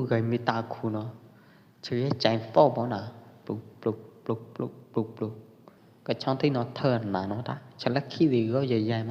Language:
Pwo Eastern Karen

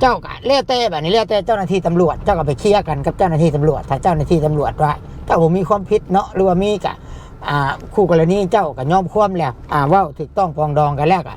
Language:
Lao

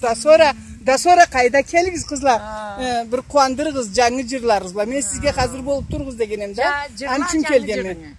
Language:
Karachay-Balkar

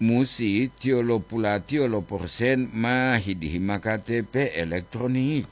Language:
Gorontalo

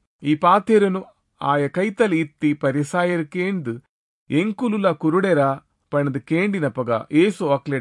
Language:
Tulu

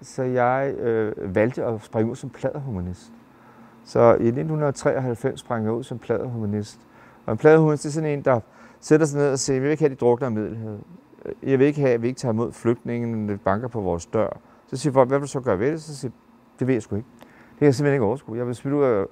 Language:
Danish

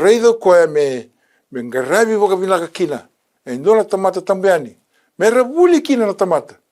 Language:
Fijian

